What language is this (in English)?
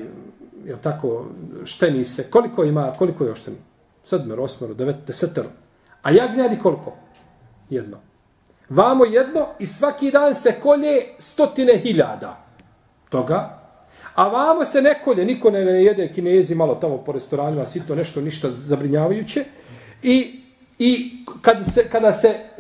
Bosnian